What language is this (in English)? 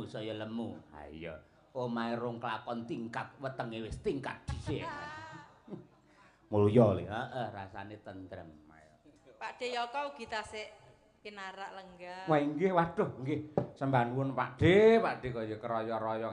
Javanese